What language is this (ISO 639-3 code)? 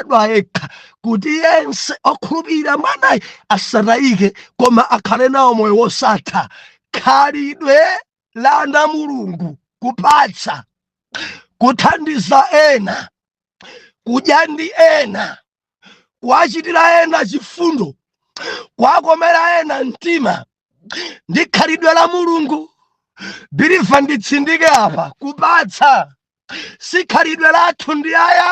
nya